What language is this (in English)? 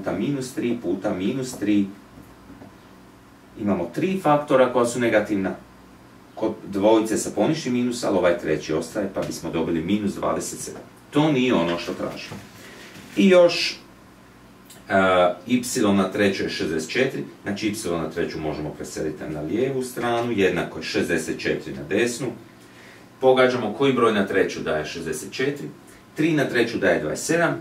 Croatian